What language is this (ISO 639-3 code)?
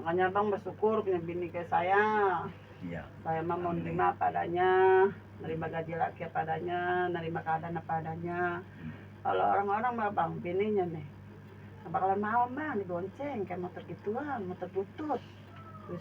bew